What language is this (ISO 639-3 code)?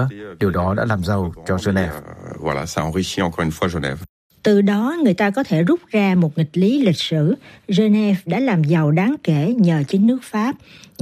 vie